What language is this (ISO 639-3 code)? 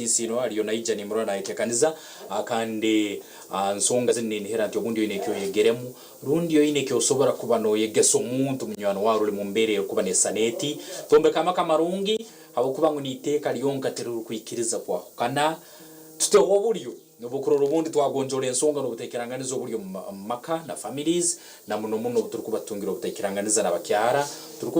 nyn